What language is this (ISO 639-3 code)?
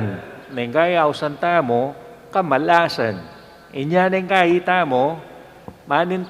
pam